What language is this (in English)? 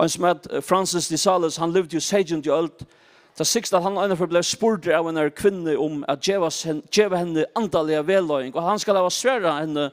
Faroese